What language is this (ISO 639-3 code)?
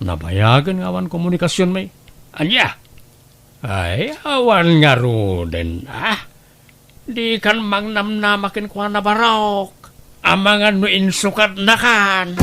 ilo